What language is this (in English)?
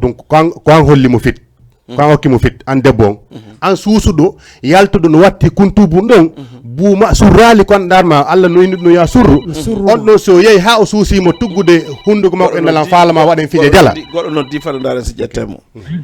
Fula